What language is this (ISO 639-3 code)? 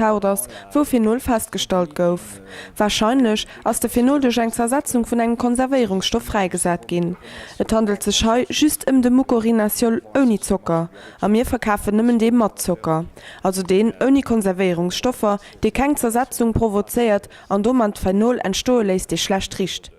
ltz